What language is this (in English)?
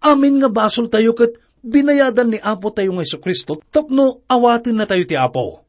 Iloko